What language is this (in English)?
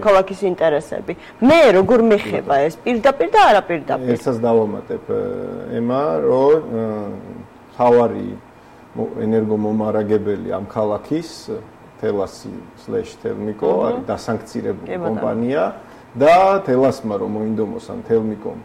Georgian